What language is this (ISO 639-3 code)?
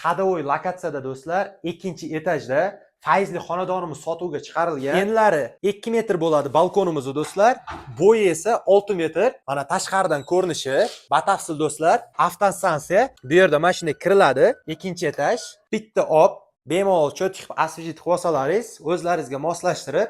uzb